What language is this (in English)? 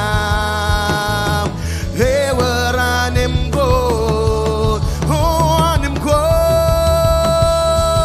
Marshallese